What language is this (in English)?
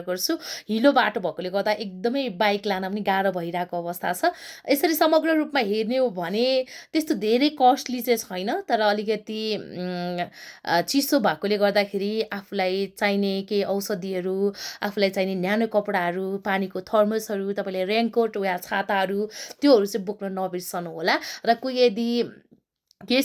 Nepali